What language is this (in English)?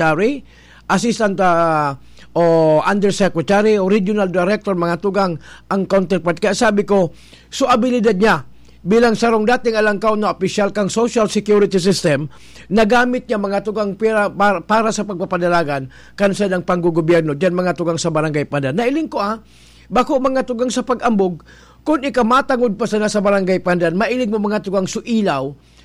Bikol